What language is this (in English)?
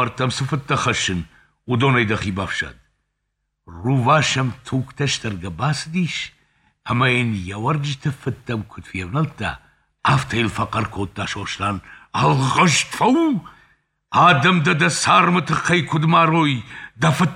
Ossetic